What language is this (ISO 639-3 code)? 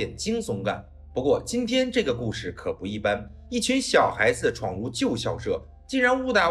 zho